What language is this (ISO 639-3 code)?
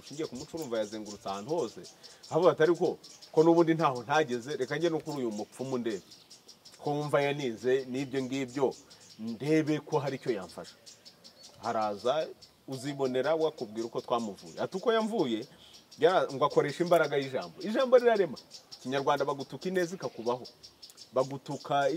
kin